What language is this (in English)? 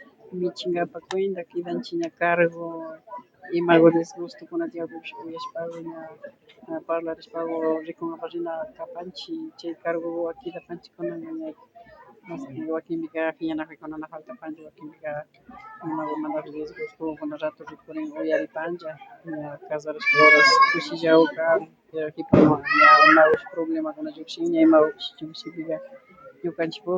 Imbabura Highland Quichua